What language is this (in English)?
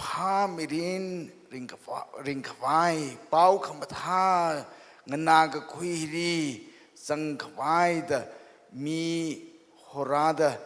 Tangkhul Naga (India)